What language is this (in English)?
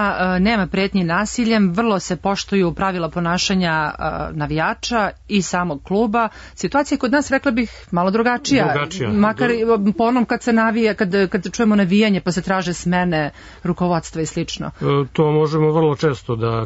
Serbian